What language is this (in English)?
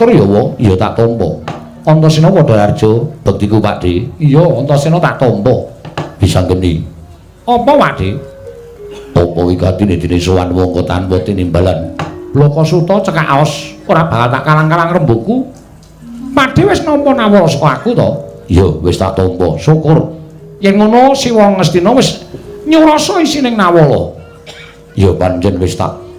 Javanese